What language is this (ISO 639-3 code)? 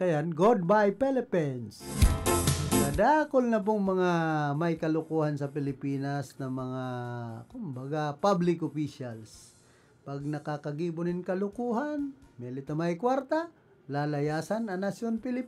bik